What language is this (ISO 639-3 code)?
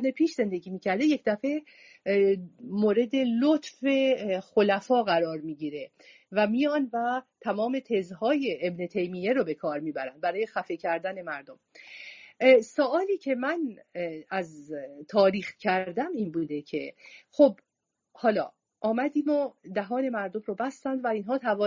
fas